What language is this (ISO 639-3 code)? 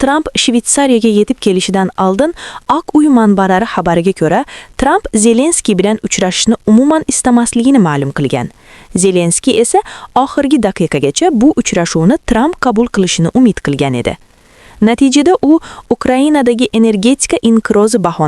uzb